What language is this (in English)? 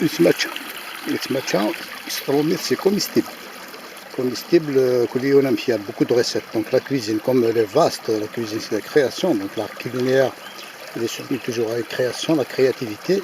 Kabyle